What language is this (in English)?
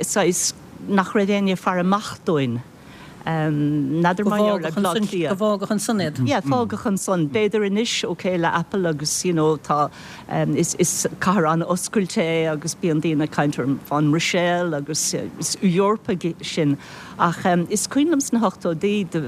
Irish